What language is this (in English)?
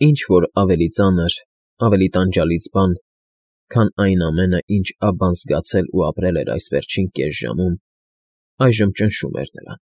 Armenian